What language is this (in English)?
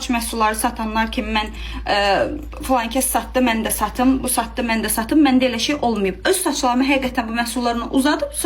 Azerbaijani